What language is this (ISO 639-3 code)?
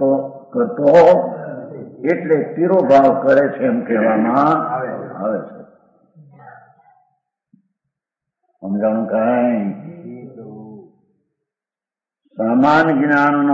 guj